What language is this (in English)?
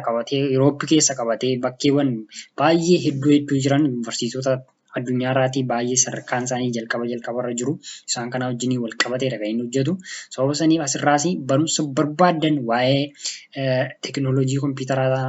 Oromo